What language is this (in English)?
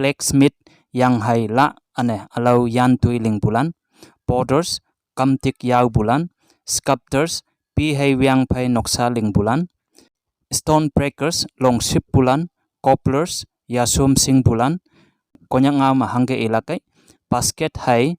Konyak Naga